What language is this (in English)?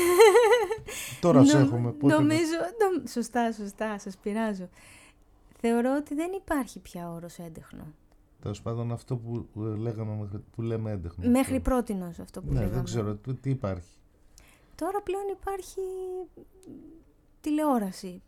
Greek